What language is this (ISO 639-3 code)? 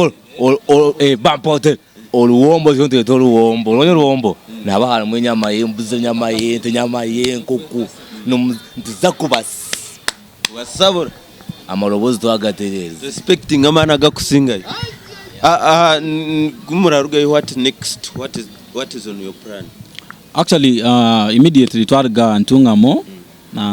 nyn